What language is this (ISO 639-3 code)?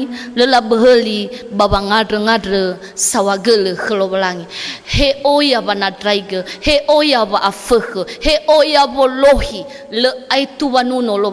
nia